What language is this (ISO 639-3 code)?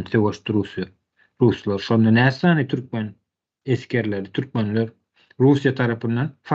tuk